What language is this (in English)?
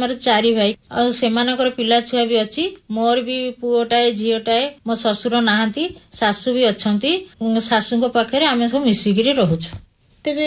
Odia